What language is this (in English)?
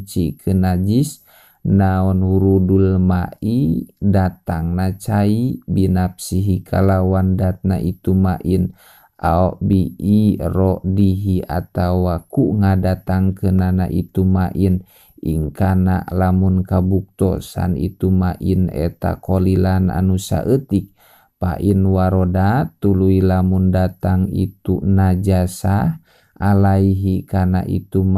Sundanese